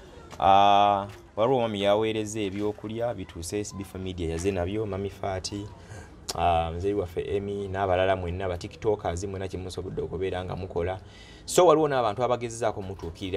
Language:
Ganda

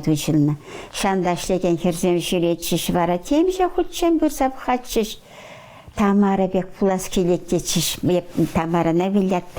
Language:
Chuvash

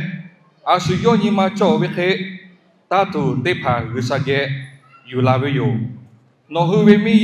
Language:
Lahu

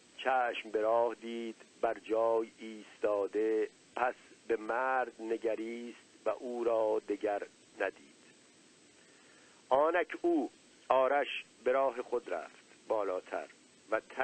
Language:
Persian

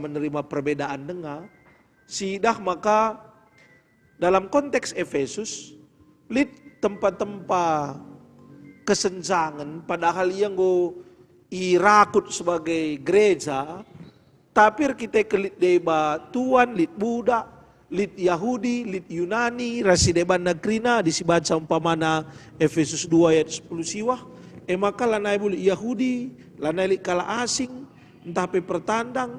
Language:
Batak Karo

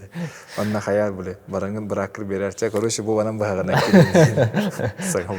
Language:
Yakut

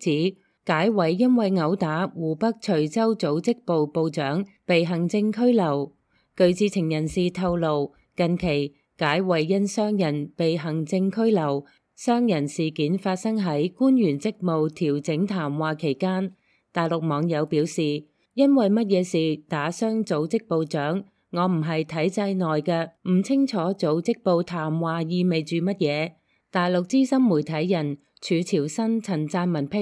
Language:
Cantonese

